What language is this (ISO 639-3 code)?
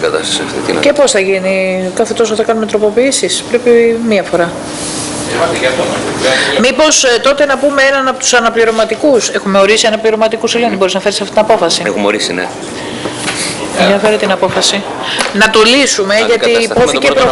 ell